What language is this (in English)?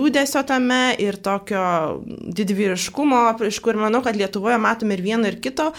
Lithuanian